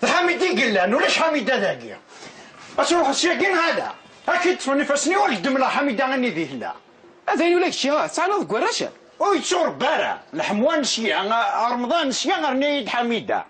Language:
Kabyle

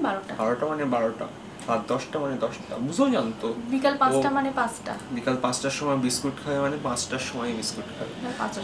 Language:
Bangla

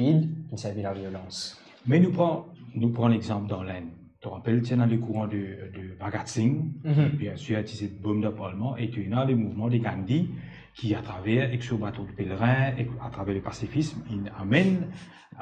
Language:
Morisyen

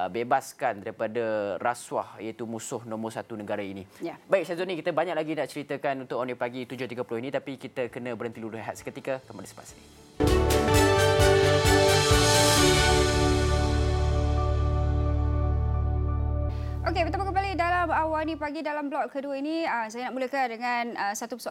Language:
Malay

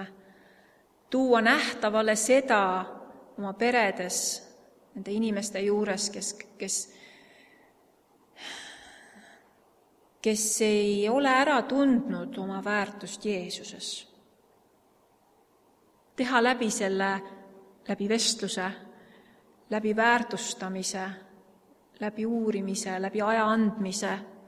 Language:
Estonian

